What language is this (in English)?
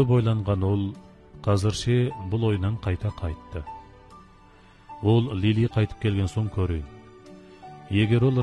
Kazakh